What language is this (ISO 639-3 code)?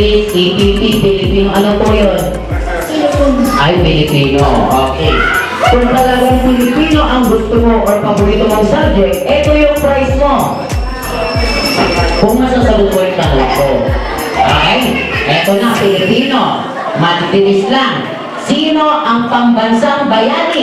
fil